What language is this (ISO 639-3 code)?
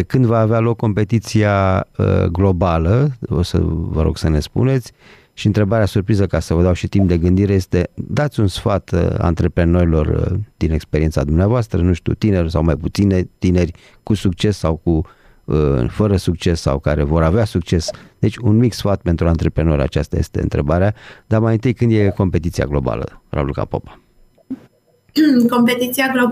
ron